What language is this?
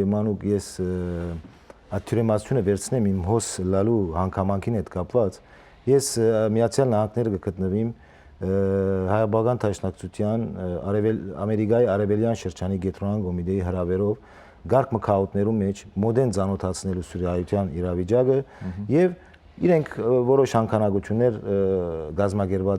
Western Armenian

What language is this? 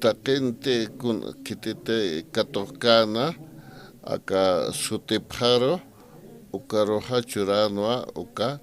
Aymara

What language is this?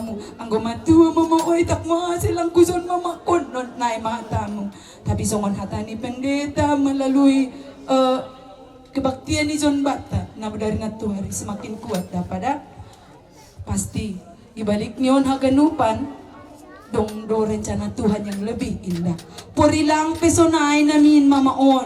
Batak Simalungun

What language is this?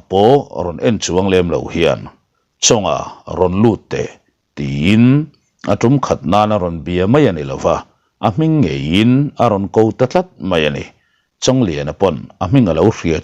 Mizo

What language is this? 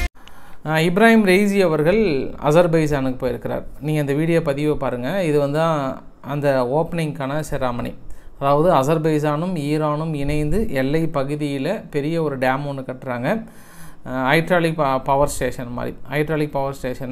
Tamil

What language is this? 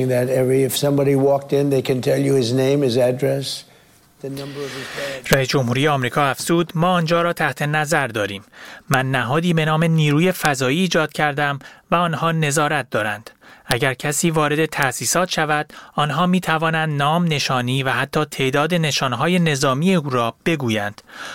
Persian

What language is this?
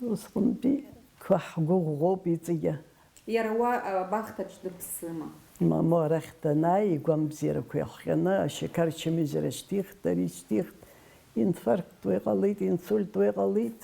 Abkhazian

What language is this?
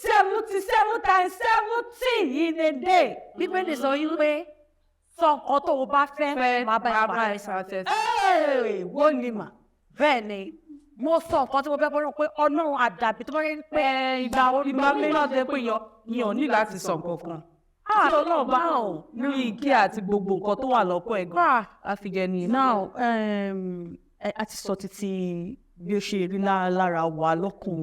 Yoruba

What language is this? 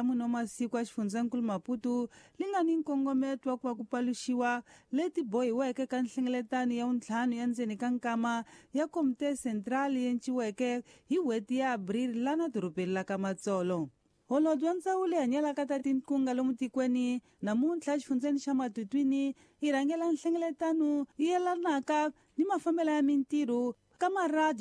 Tsonga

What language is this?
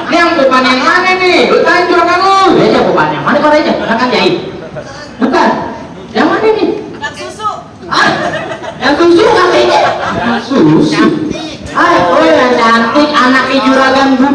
Betawi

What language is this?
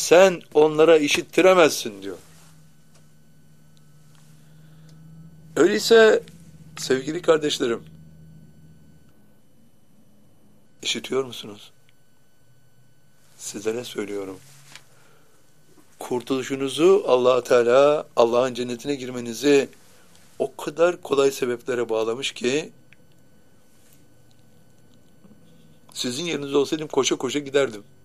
Turkish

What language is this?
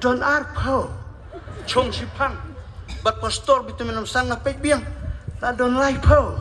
Khasi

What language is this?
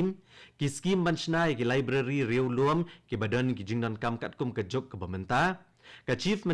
Khasi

